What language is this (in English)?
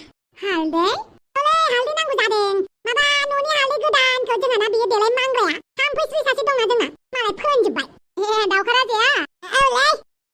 Bodo